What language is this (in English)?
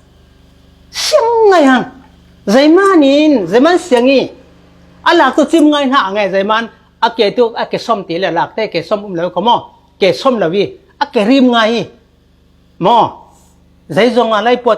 Falam Chin